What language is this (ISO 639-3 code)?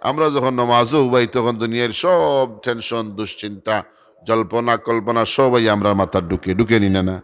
syl